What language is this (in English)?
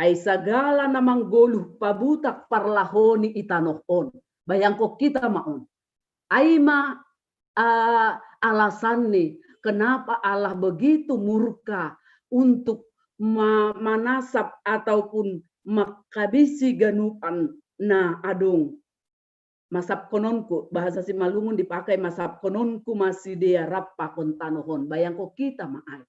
Batak Simalungun